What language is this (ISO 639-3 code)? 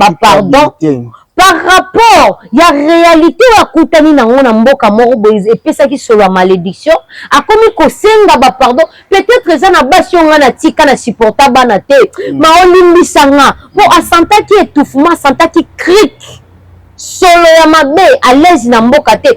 lin